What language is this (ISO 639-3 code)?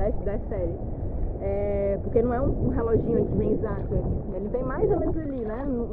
por